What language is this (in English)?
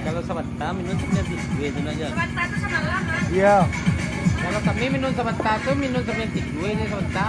Minangkabau